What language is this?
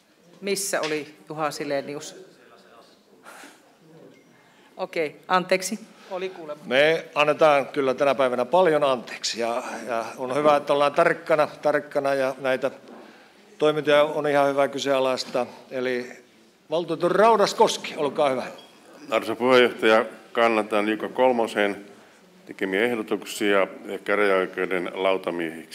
Finnish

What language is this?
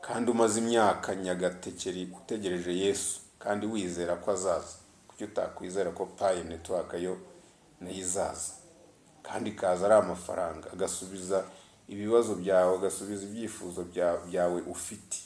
Kinyarwanda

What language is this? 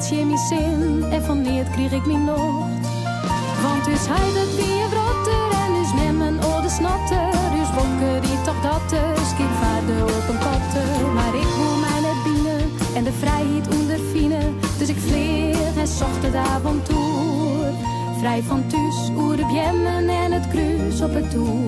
Western Frisian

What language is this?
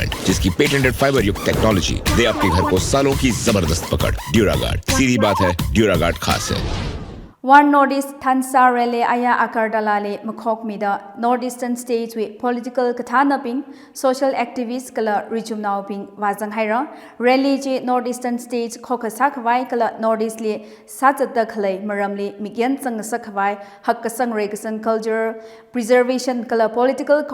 Tangkhul Naga (India)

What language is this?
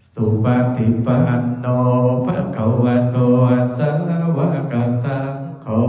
Pali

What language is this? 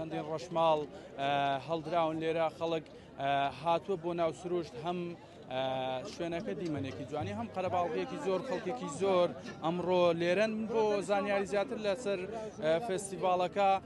Central Kurdish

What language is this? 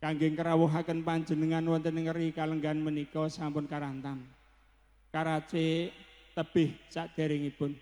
Javanese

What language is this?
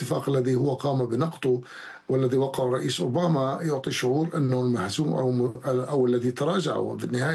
Arabic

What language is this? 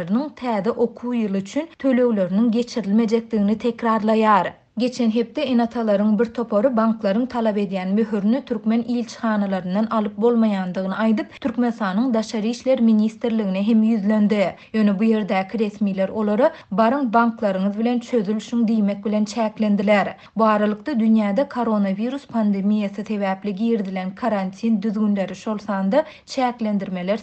Turkmen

